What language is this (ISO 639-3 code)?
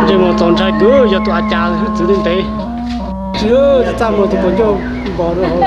hmn